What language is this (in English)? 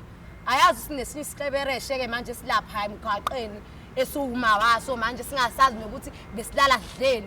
Zulu